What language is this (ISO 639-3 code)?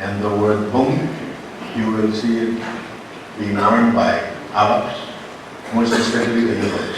mah